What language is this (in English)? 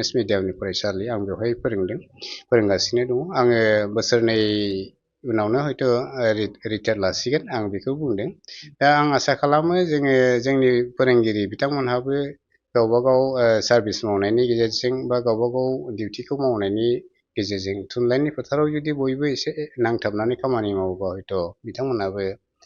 Bodo